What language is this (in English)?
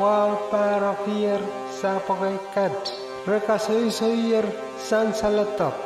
Pohnpeian